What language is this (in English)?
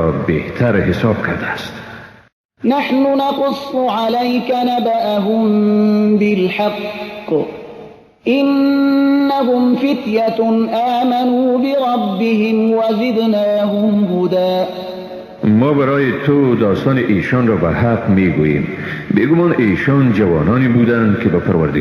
Persian